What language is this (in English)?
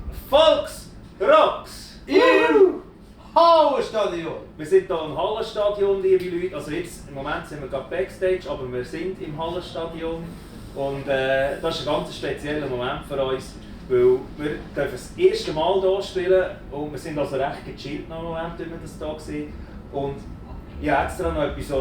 Swiss German